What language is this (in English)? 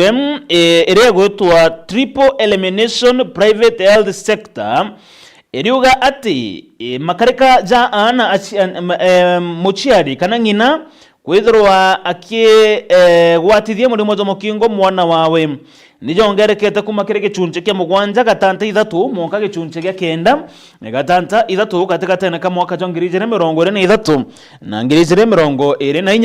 Meru